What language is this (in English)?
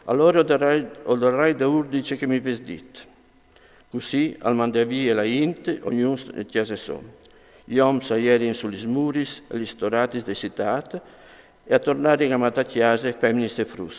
Friulian